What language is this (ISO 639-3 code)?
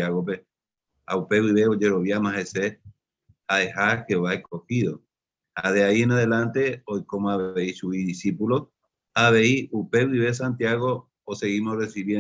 grn